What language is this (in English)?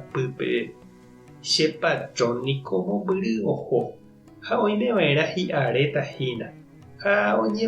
Guarani